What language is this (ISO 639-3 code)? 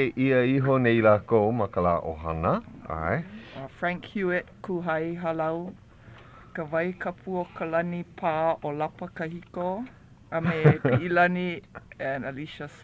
haw